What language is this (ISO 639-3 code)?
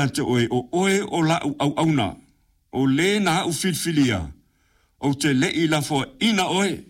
smo